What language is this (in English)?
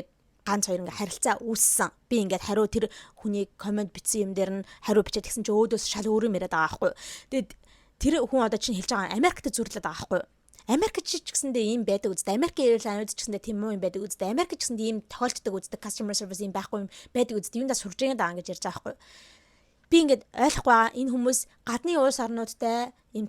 Mongolian